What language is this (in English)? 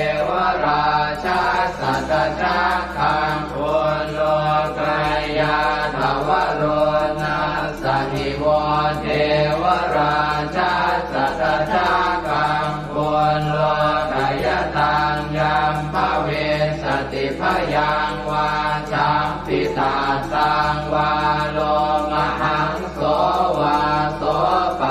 Pali